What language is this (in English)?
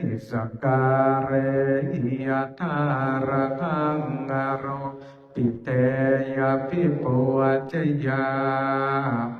Pali